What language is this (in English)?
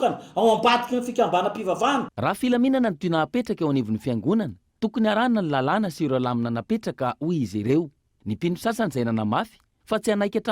Malagasy